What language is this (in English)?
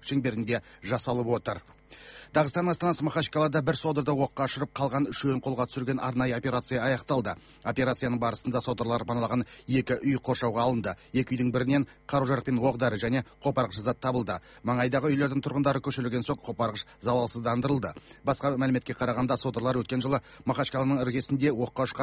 Kazakh